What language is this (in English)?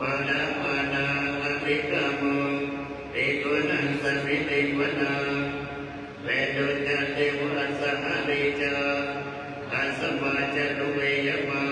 Pali